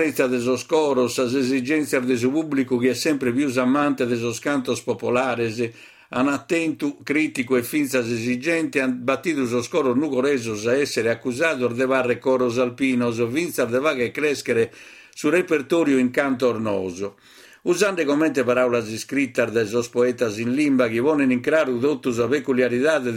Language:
Sardinian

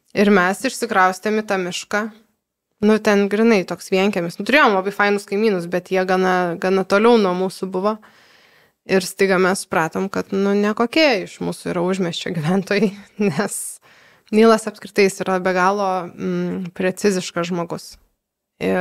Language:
Lithuanian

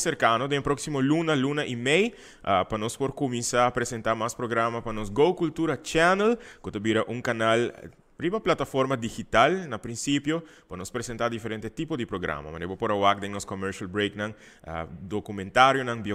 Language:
Papiamento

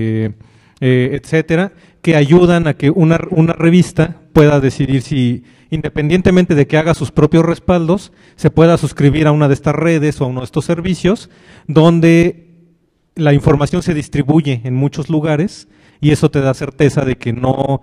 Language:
Spanish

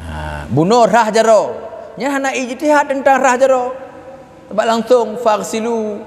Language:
Achinese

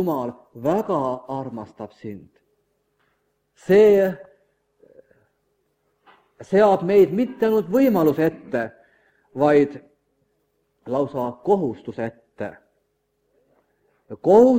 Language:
Estonian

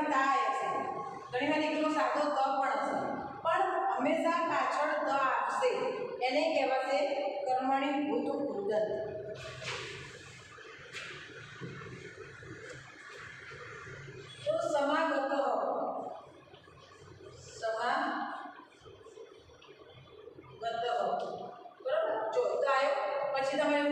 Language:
Gujarati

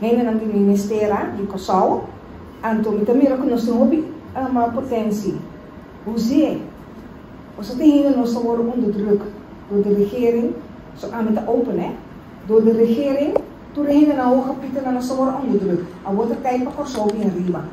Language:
Papiamento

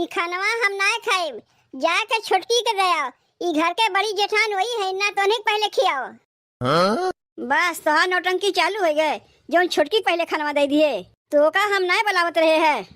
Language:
Awadhi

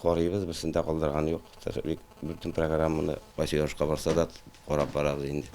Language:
Tatar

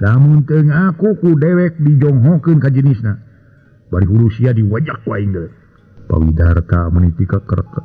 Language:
Sundanese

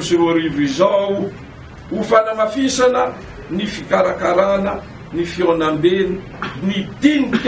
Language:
Malagasy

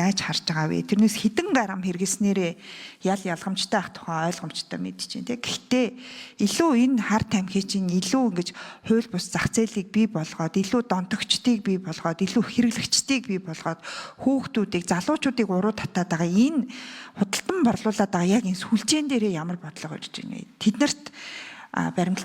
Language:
Mongolian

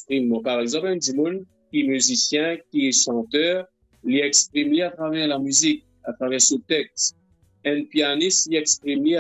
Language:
Morisyen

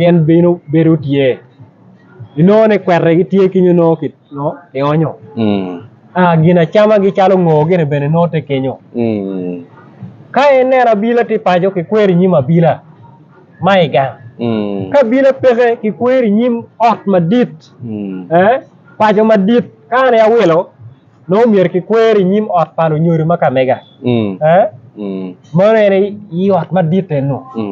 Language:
Acoli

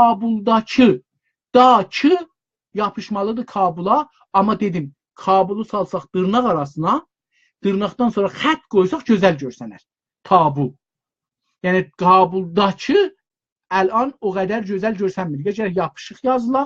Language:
South Azerbaijani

